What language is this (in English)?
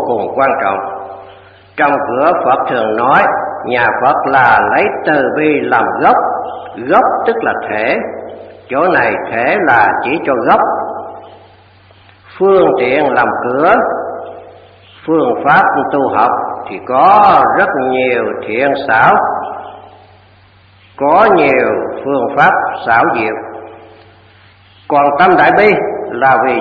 Vietnamese